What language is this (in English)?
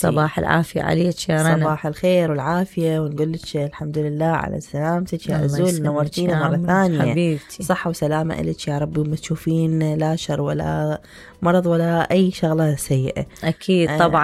Mesopotamian Arabic